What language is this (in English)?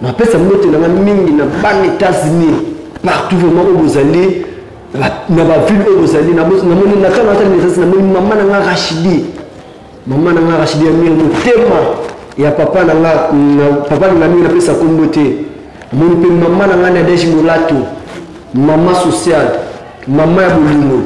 Lingala